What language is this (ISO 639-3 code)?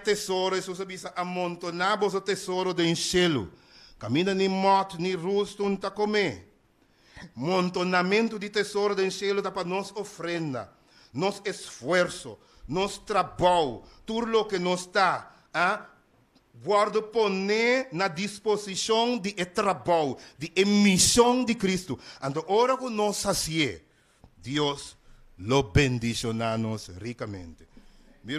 pap